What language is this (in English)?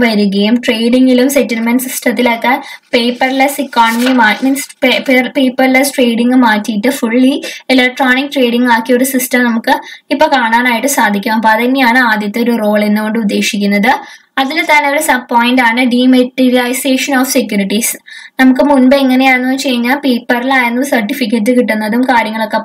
Malayalam